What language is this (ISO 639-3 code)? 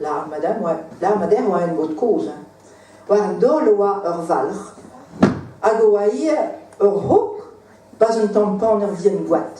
bre